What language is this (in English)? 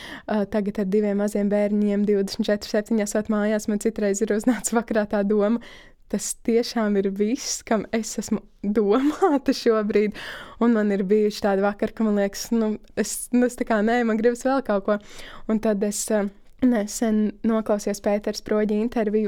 Latvian